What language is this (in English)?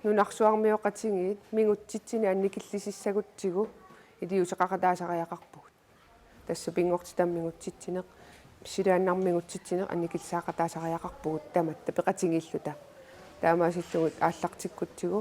Kalaallisut